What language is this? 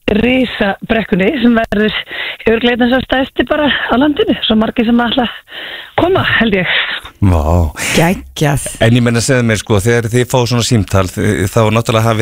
Icelandic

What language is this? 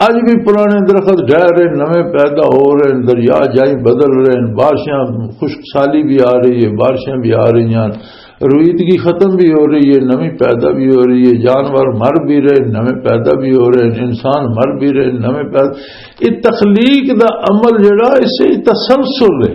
Western Panjabi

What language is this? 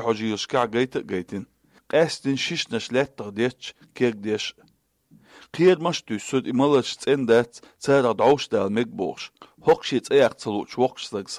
Chechen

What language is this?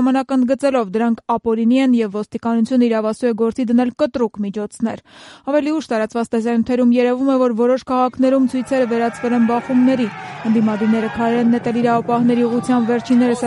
Armenian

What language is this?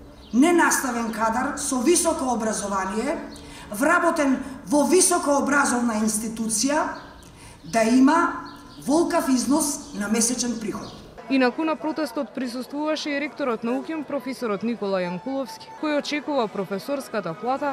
Macedonian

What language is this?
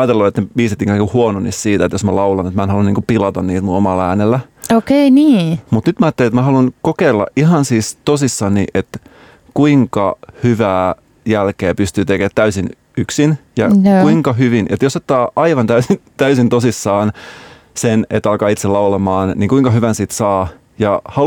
Finnish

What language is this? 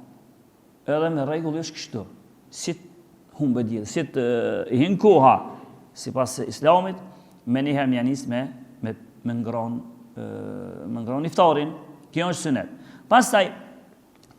Albanian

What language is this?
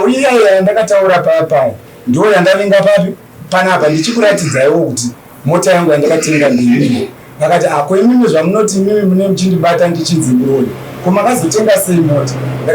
Shona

